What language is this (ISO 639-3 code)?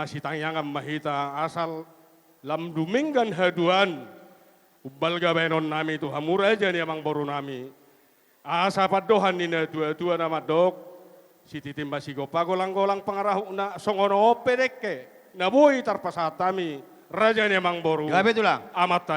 bbc